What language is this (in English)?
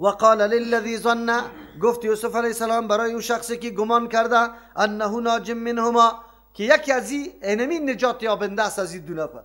Persian